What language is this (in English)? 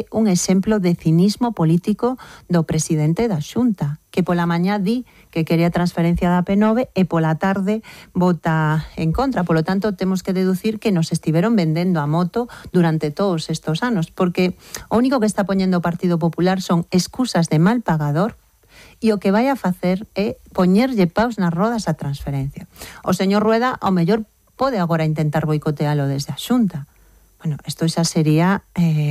Galician